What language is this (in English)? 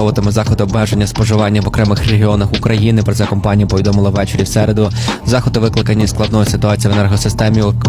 Ukrainian